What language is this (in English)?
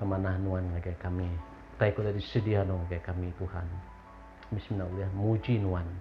Iban